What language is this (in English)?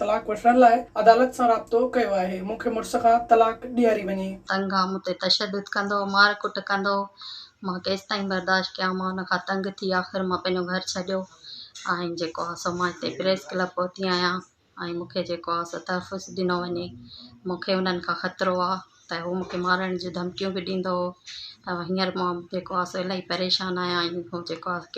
Sindhi